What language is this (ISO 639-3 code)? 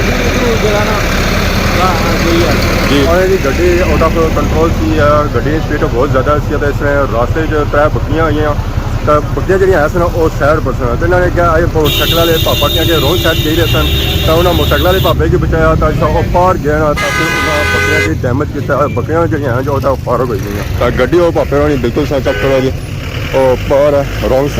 phr